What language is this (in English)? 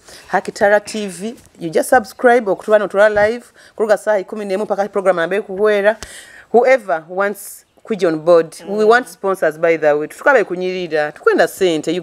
Nyoro